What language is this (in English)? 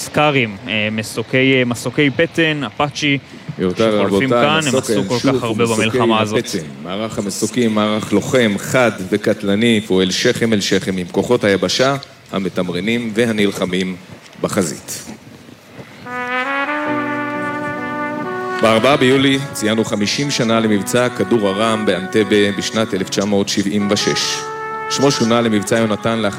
Hebrew